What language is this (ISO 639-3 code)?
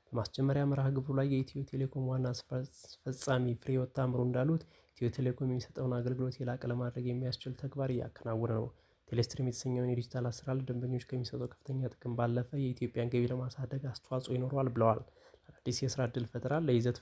amh